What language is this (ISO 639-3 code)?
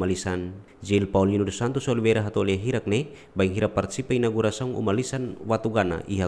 tet